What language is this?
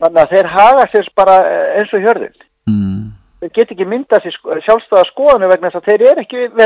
Icelandic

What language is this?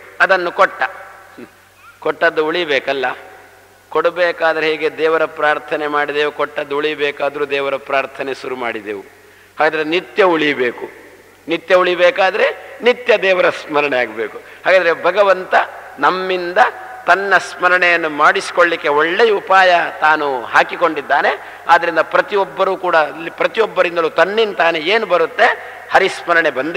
Kannada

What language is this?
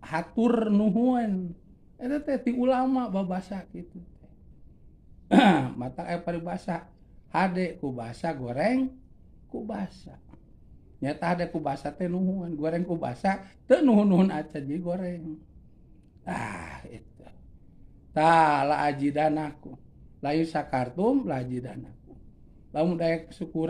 Sundanese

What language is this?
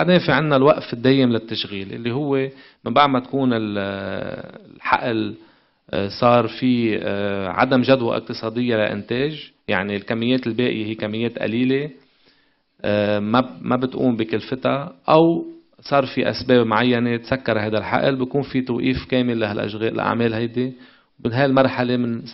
North Levantine Arabic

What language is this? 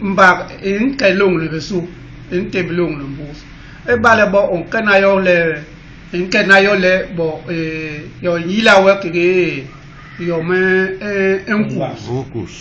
Basaa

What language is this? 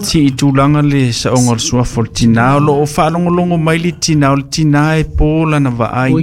Samoan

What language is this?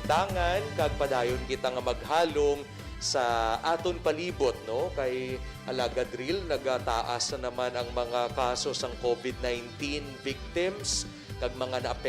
Hiligaynon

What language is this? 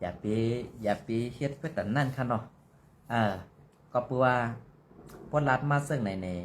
Shan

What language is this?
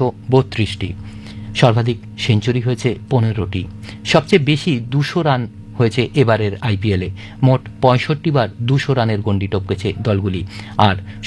Bangla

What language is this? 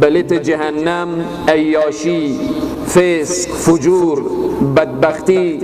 Persian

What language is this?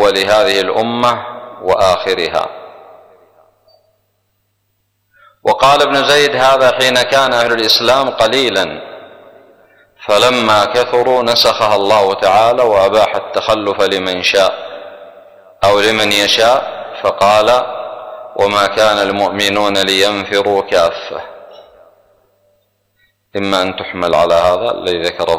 Arabic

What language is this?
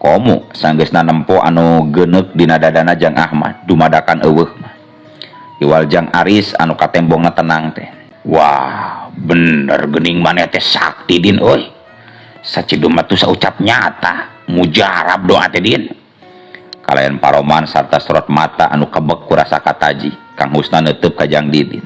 Sundanese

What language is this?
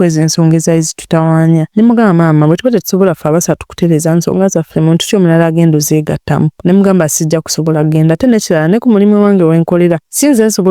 Ganda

